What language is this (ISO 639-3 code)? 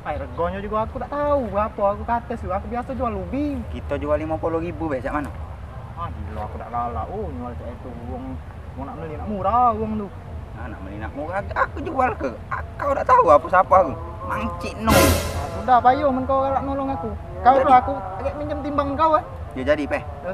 mui